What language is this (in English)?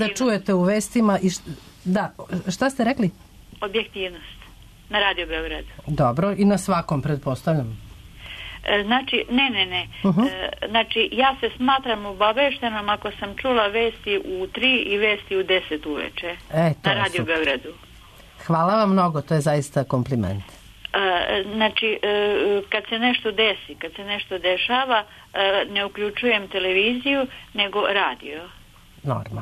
Serbian